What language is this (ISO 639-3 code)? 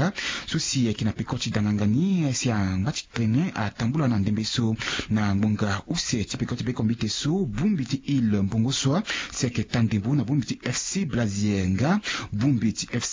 sag